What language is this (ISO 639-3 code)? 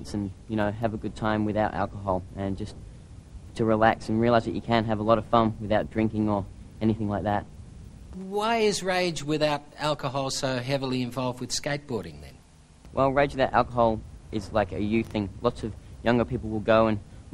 eng